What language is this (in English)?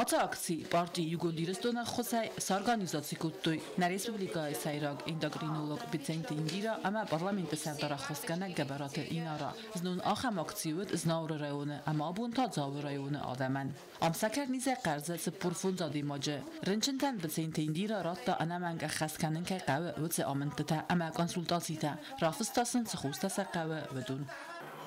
Ossetic